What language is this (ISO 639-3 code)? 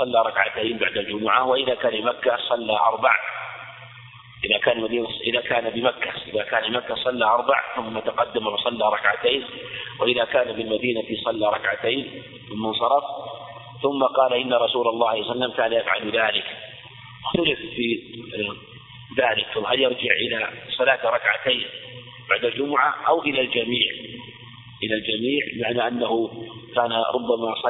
ara